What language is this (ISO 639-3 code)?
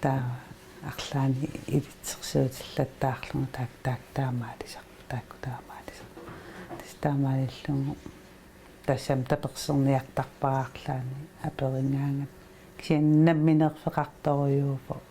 kal